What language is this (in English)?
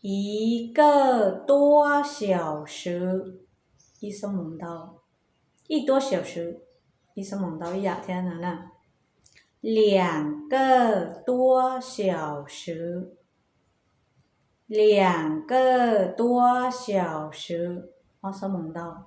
Hmong